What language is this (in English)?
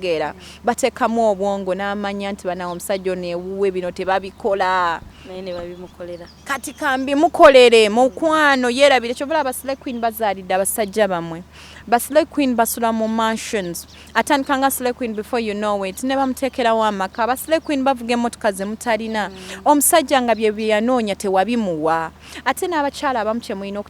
Ganda